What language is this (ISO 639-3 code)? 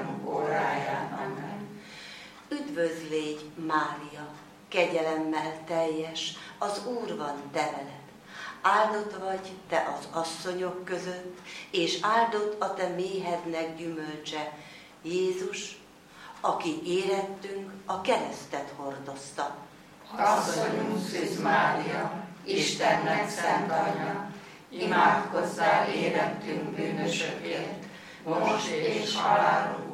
hun